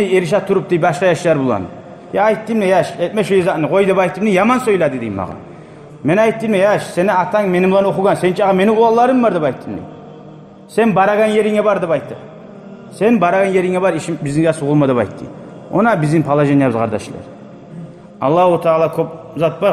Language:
Kumyk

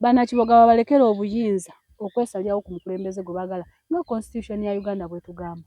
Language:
Ganda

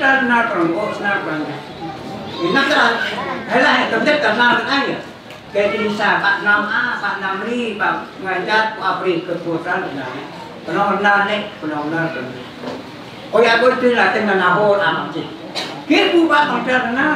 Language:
Central Mnong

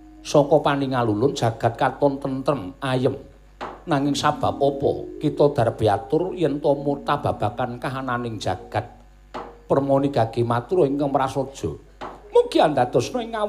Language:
Javanese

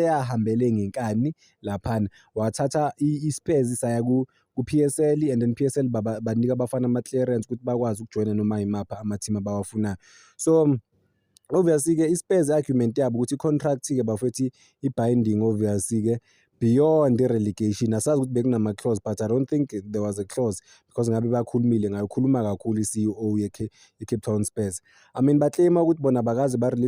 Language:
Zulu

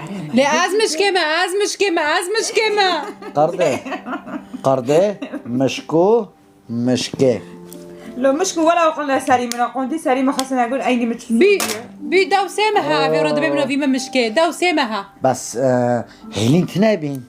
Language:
Kurdish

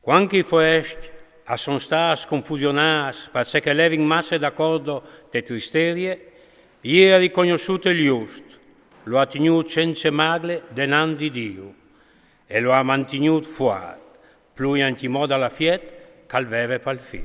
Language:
Friulian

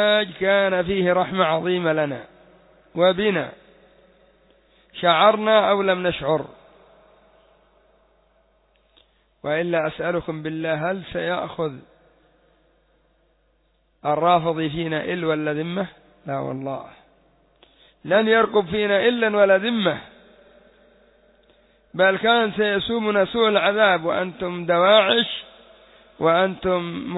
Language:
Arabic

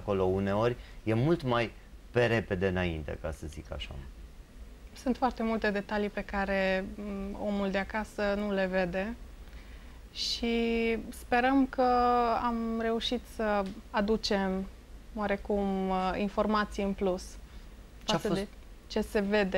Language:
Romanian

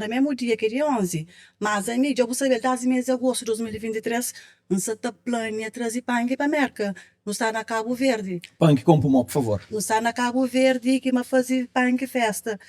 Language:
Kabuverdianu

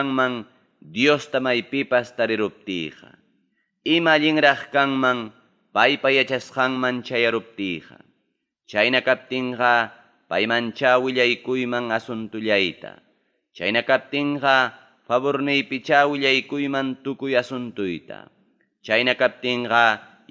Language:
Ayacucho Quechua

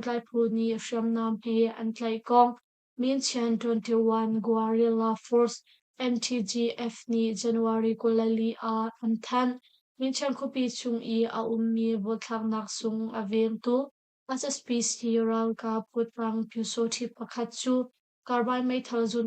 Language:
Hakha Chin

